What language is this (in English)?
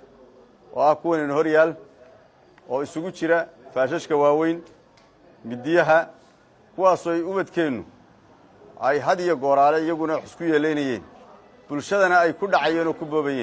Somali